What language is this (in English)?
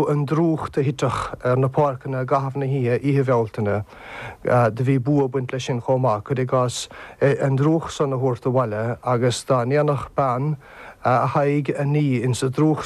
Irish